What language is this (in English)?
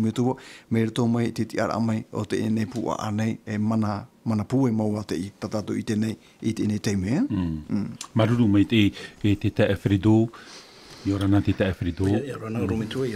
Tahitian